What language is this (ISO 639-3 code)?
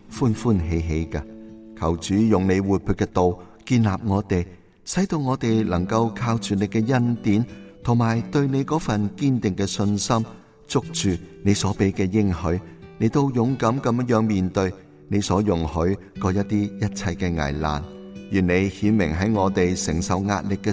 yue